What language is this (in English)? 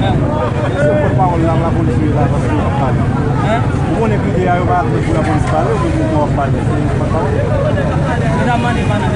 Haitian Creole